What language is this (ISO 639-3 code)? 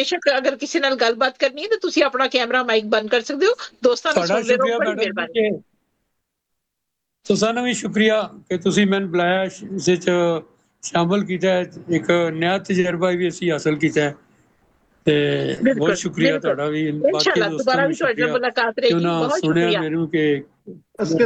pan